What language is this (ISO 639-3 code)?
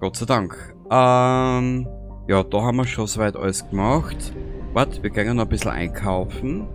bar